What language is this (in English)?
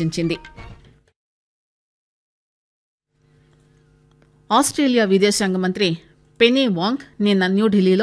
Telugu